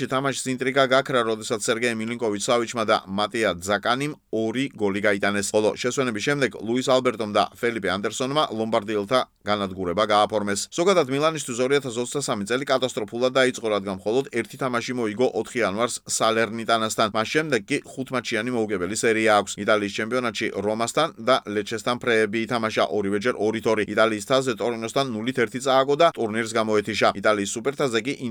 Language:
Georgian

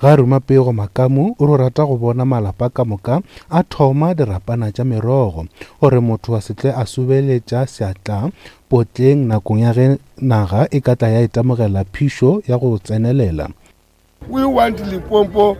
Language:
Northern Sotho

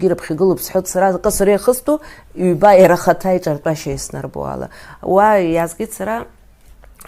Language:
Abkhazian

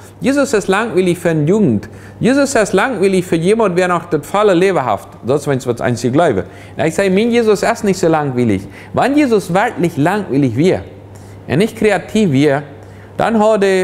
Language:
Plautdietsch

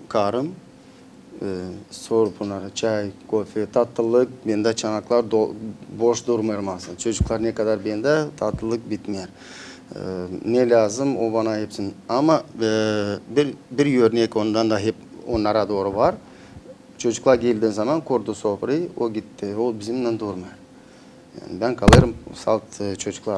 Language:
Gagauz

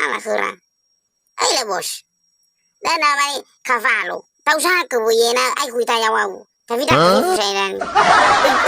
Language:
Nias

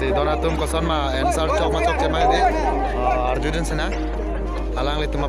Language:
Karbi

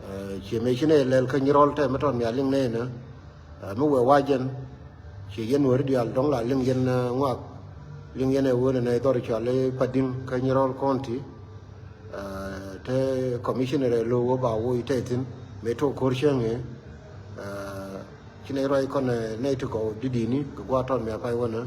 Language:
Nuer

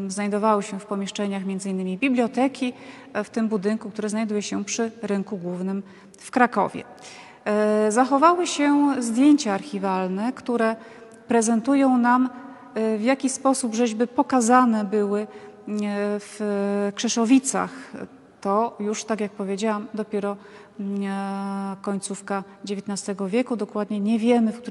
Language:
Polish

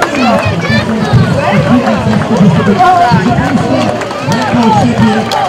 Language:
Polish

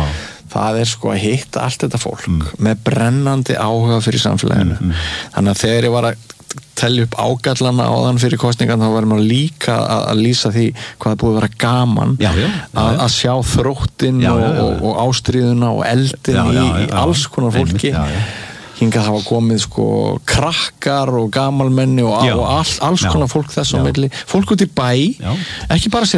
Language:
Icelandic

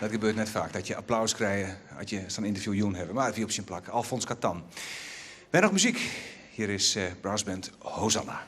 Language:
Western Frisian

